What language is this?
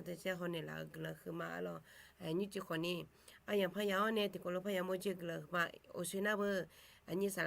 Akha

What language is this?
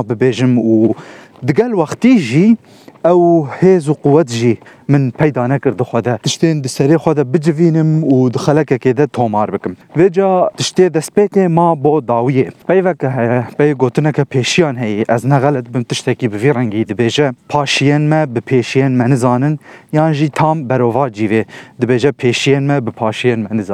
Kurdish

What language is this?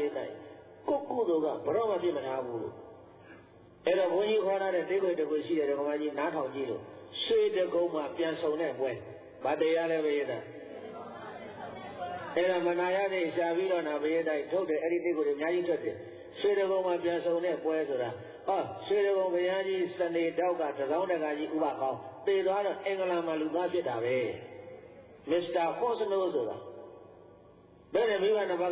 Burmese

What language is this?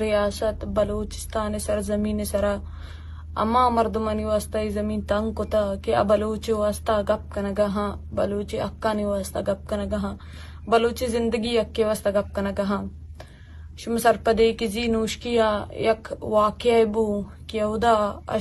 Eastern Balochi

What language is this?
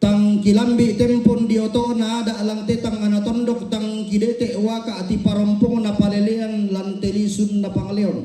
Toraja-Sa'dan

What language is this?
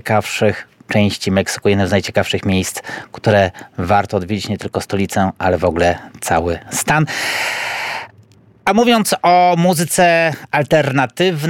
Polish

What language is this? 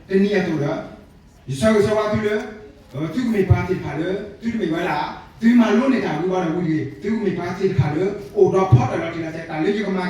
S'gaw Karen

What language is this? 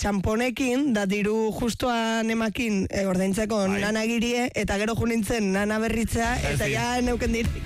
Basque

